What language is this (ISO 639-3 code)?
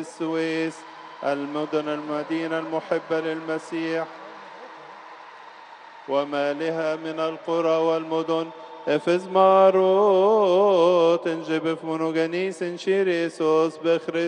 ara